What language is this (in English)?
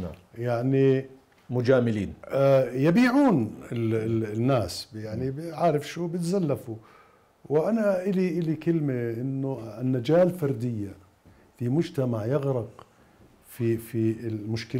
Mesopotamian Arabic